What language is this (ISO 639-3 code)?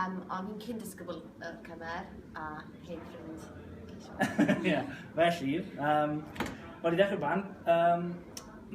cym